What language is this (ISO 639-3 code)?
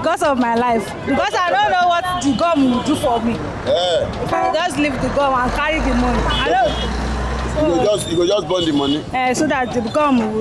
pcm